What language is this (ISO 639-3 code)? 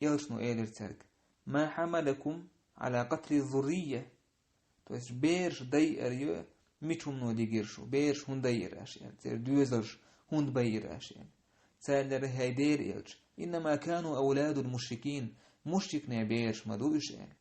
che